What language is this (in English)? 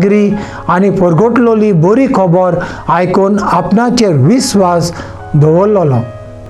Konkani